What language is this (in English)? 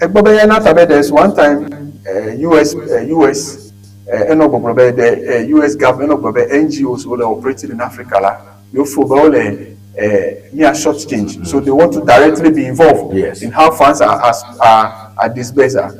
Ewe